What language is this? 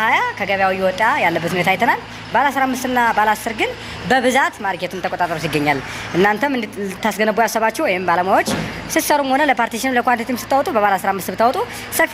Amharic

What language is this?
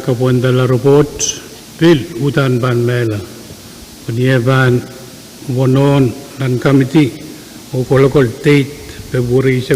Pohnpeian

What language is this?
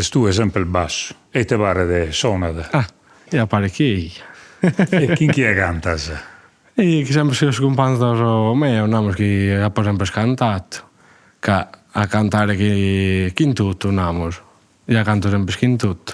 Sardinian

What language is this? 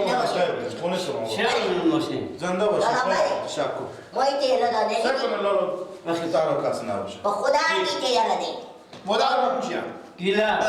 Persian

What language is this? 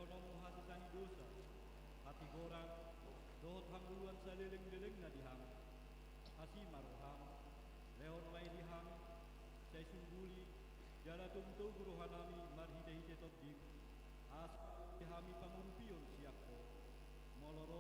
Batak Toba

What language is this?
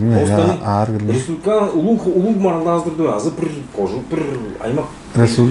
Tuvinian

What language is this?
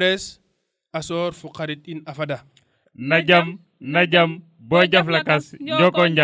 Serer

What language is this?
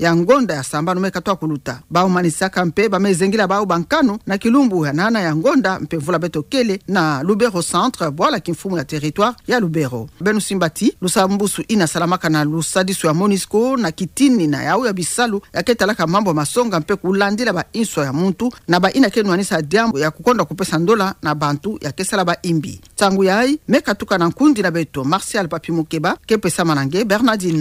Kituba (Democratic Republic of Congo)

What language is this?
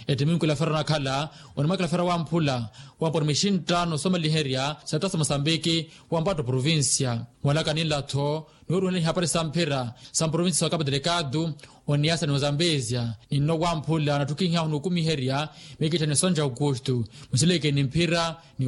Makhuwa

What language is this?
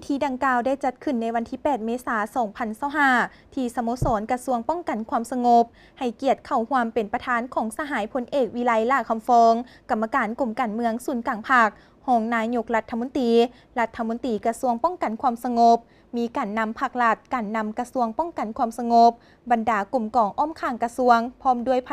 Lao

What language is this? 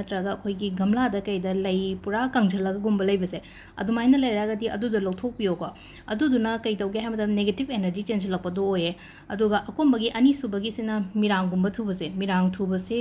Manipuri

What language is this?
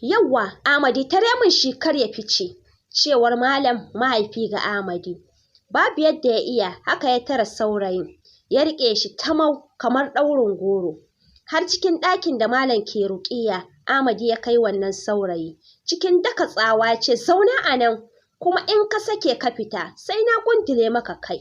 Hausa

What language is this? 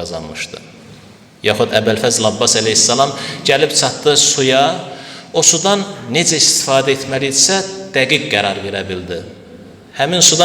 Azerbaijani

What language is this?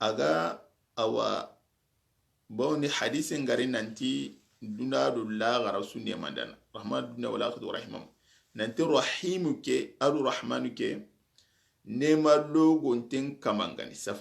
Soninke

